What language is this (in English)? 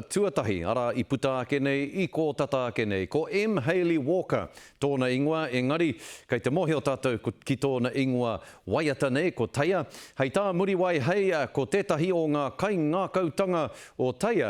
Māori